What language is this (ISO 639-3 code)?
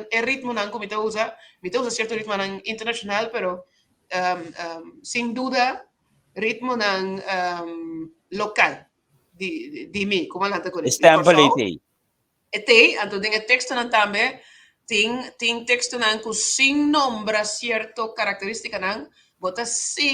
pap